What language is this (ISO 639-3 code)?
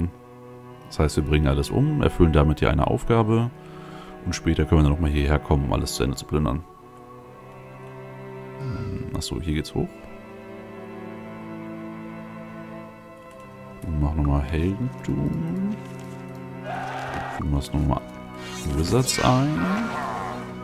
deu